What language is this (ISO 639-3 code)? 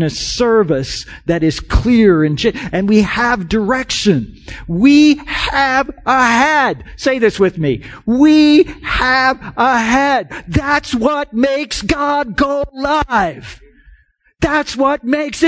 eng